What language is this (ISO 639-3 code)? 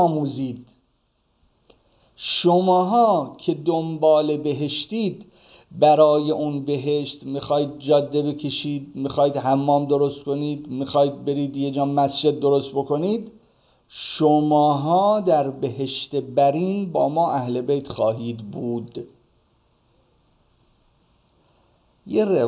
fas